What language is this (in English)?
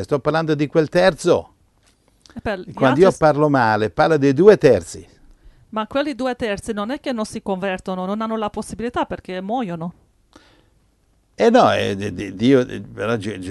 Italian